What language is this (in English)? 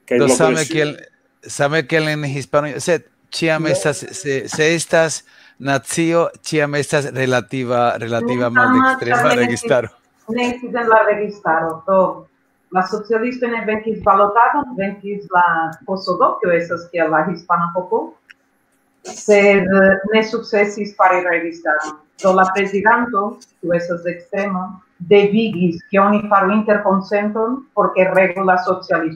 Esperanto